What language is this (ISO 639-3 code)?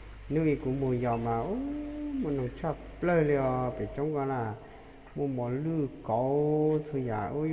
hmn